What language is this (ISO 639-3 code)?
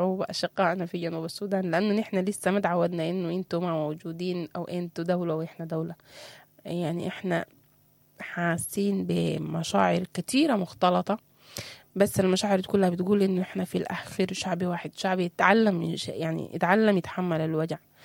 apd